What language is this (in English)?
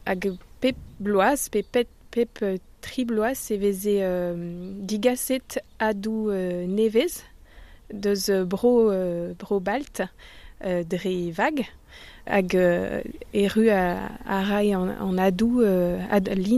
Breton